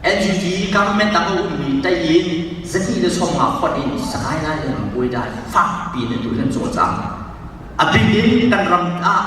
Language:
Hakha Chin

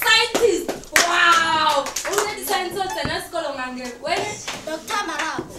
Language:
Northern Sotho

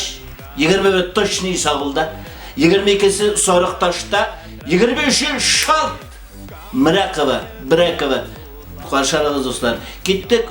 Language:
Bashkir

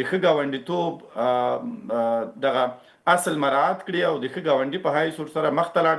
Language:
Pashto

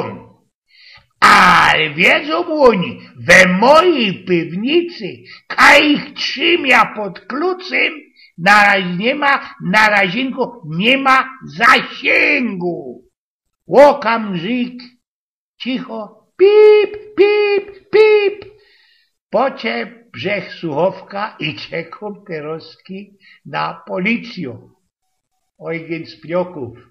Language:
Silesian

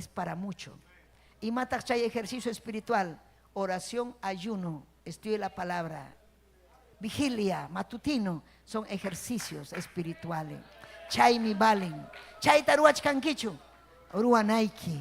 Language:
Ayacucho Quechua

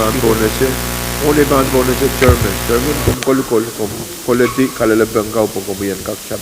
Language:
Pohnpeian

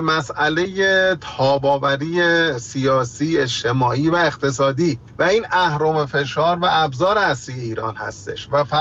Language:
Persian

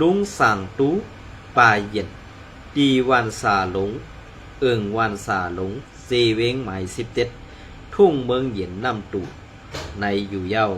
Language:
Shan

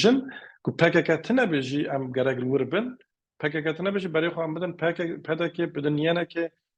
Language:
Kurdish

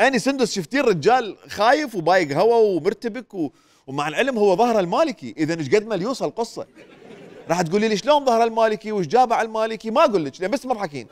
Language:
Mesopotamian Arabic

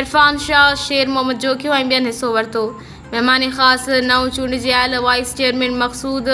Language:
Sindhi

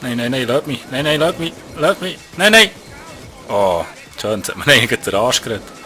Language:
Swiss German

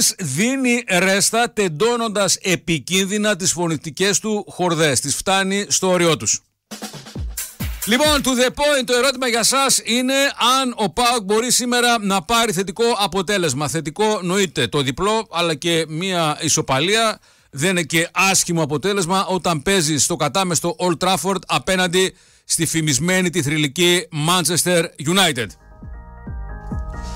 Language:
Greek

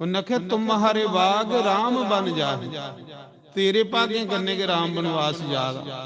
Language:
Dogri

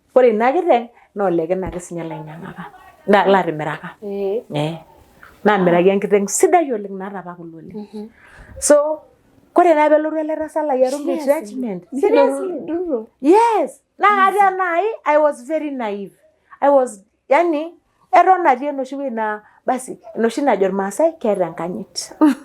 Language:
Masai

